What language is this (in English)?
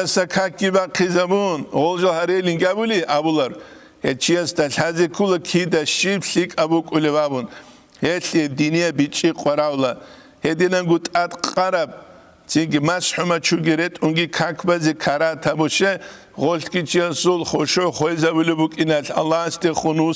Avaric